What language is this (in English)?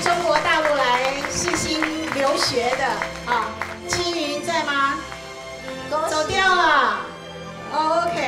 Chinese